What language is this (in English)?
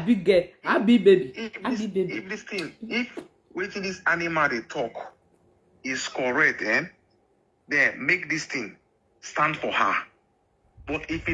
Nigerian Pidgin